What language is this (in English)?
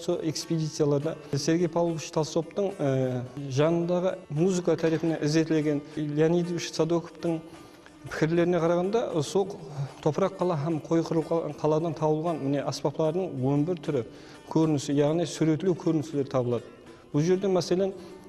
Kara-Kalpak